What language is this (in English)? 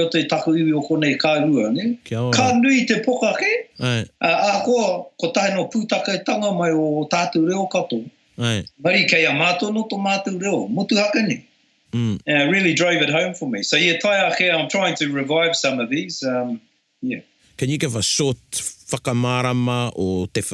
Māori